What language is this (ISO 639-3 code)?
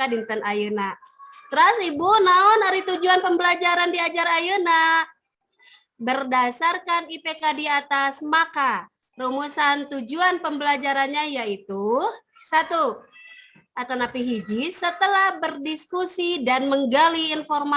sun